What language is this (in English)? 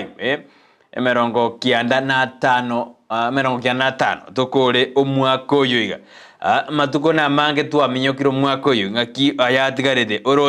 Gusii